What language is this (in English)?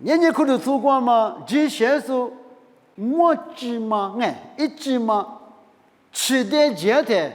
Lisu